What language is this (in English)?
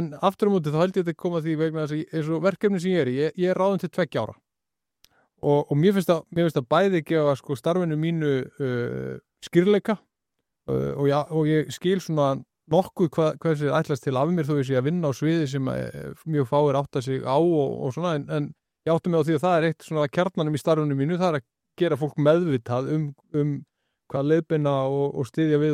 Icelandic